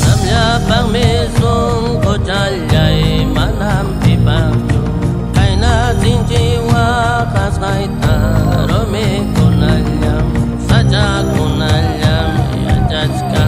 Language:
Xavánte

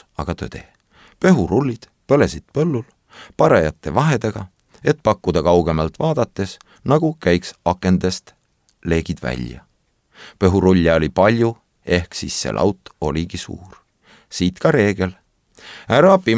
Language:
Estonian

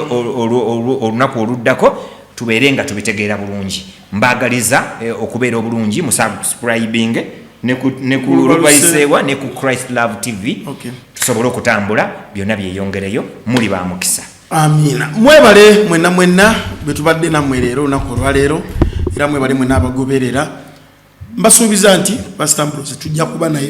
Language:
Ganda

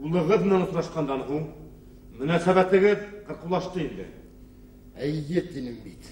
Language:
Bashkir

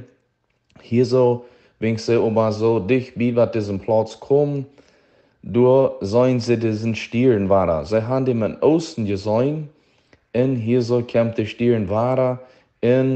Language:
Plautdietsch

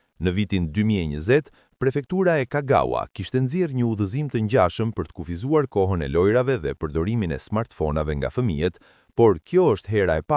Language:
Albanian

